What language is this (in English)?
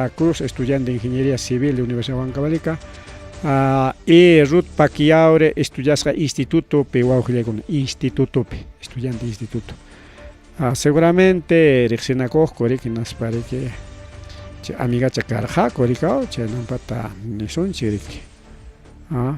Ayacucho Quechua